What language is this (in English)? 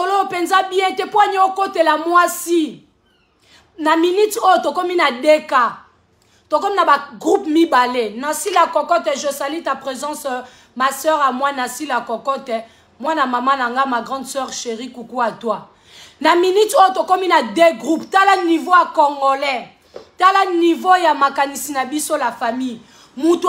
Lingala